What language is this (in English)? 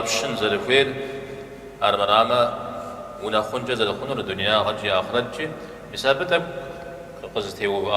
Kabardian